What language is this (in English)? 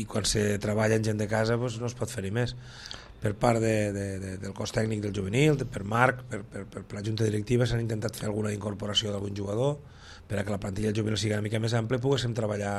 Catalan